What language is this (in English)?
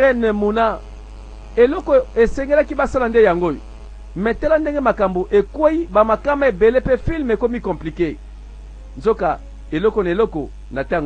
Lingala